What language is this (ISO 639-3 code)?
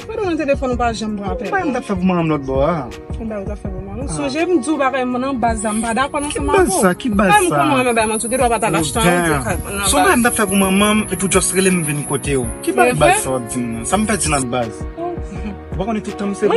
hat